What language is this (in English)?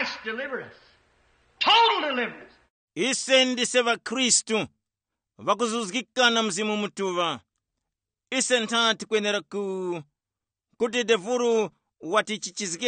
Tumbuka